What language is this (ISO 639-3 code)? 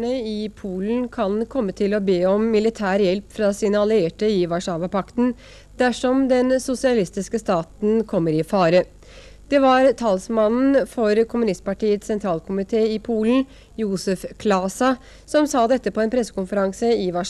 nor